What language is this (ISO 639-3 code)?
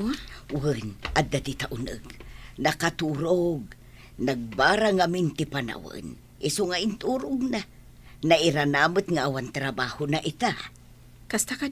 ilo